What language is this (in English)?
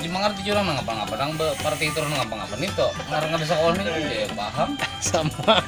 Banjar